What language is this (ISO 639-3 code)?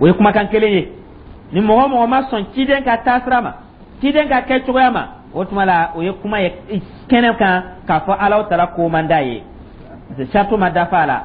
dyu